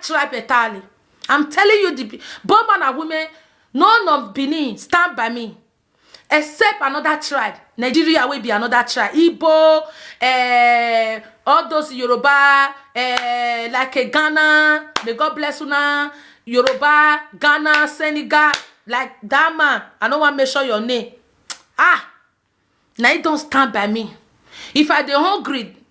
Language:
Nigerian Pidgin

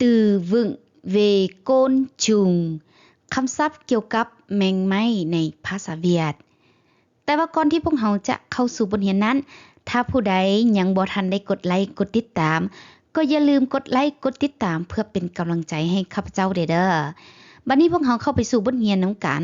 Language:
Lao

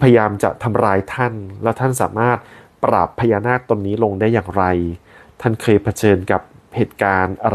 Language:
Thai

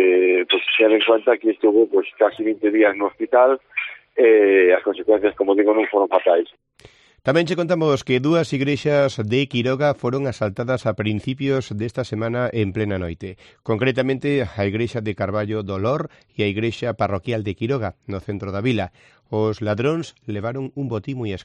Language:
Galician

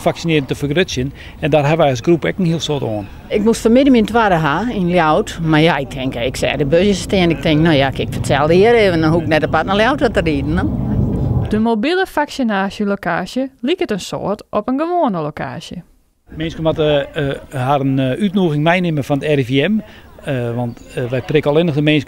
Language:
Western Frisian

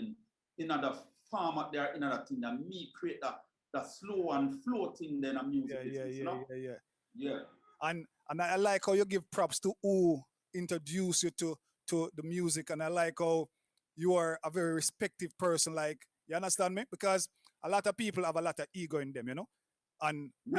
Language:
Jamaican Creole English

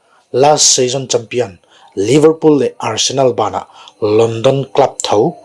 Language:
Paite Chin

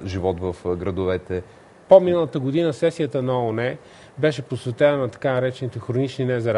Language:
Bulgarian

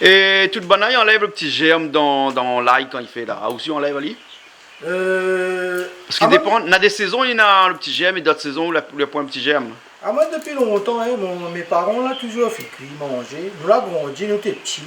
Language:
Réunion Creole French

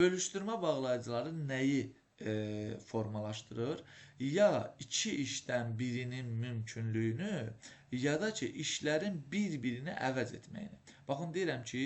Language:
Azerbaijani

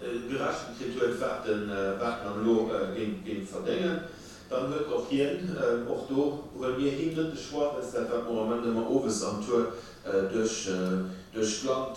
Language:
Luxembourgish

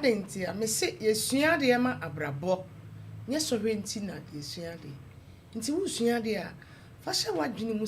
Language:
Akan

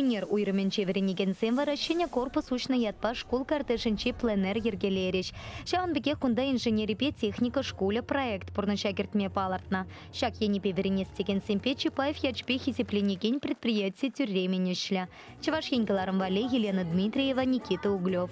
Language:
Chuvash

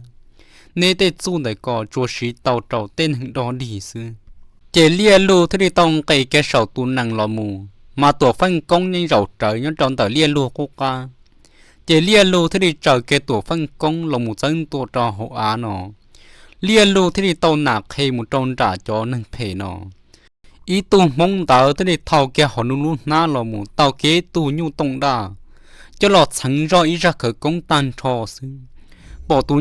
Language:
Hmong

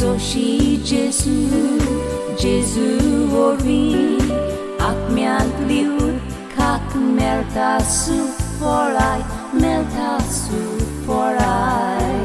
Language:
Konkani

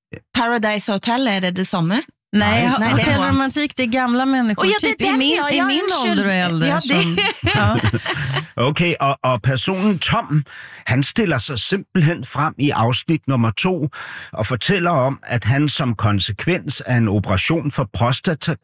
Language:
Danish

